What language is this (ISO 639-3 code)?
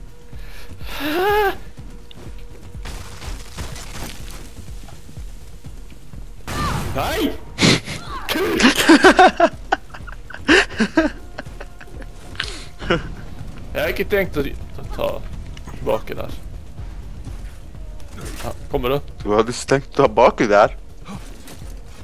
nor